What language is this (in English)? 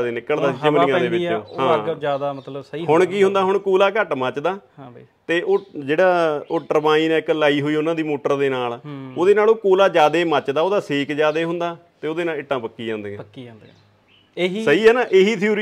Punjabi